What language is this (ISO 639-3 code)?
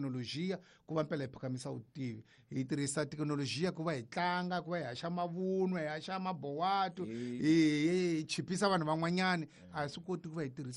tso